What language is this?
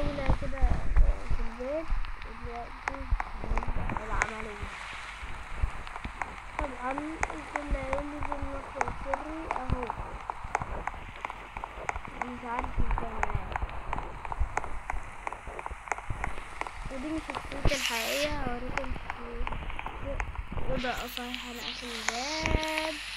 Egyptian Arabic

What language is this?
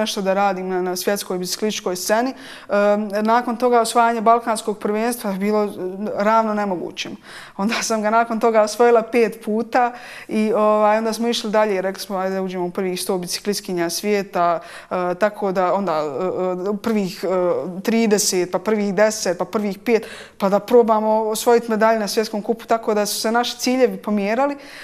Bosnian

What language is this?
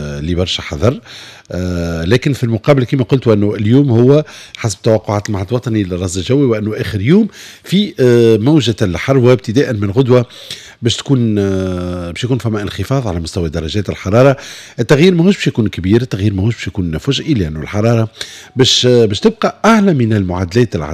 Tunisian Arabic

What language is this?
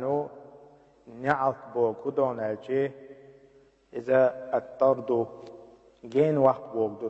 Chechen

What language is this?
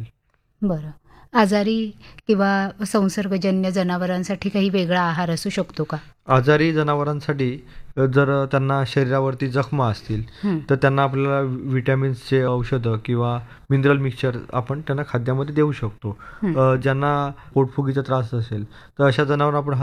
Marathi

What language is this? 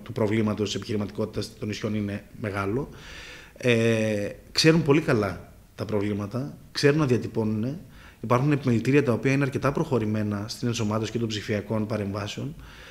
Greek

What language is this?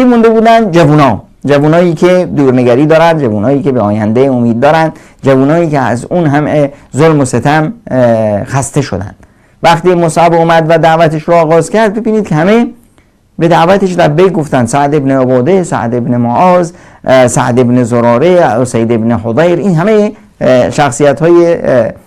Persian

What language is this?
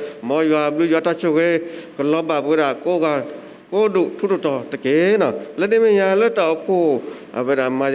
S'gaw Karen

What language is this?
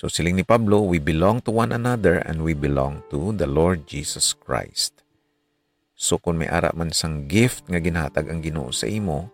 Hiligaynon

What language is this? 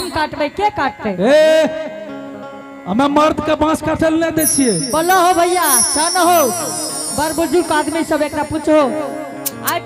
Angika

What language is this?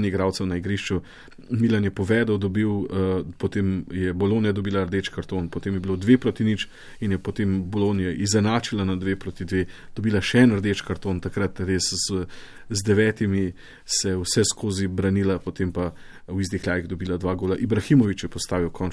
Slovenian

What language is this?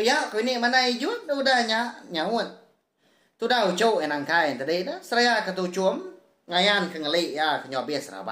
Iban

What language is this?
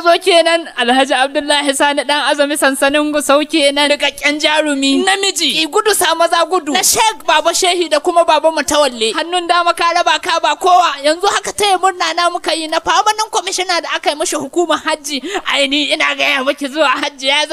Hausa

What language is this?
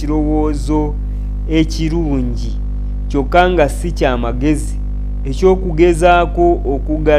Ganda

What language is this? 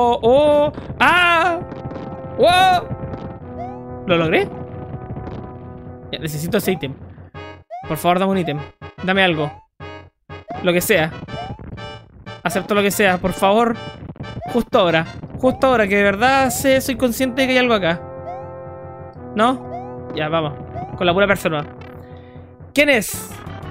Spanish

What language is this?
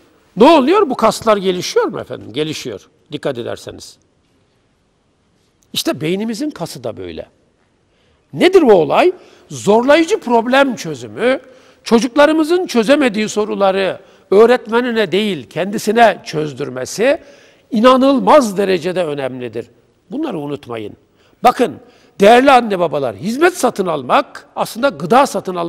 Turkish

